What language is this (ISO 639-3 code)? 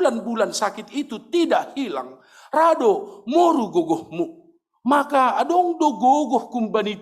bts